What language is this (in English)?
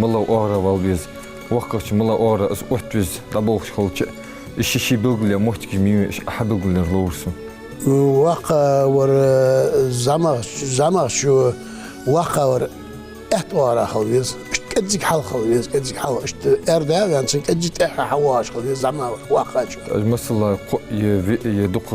Ingush